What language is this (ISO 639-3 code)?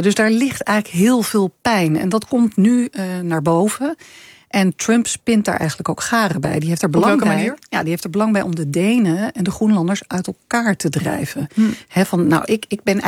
nld